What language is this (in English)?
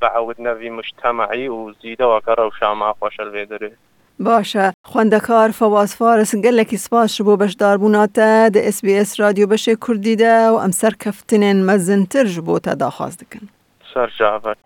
Kurdish